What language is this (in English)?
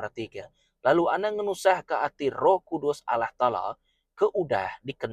Iban